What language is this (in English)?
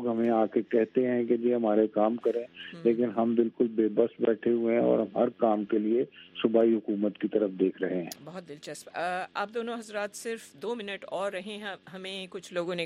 Urdu